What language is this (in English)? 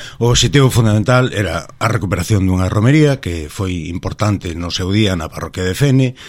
Galician